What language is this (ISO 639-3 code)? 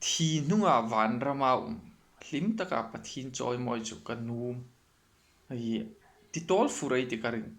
hmr